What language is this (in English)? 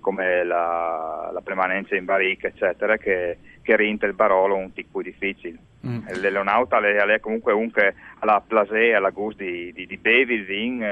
Friulian